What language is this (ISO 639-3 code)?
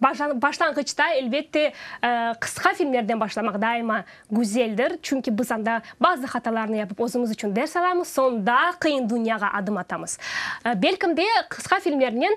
crh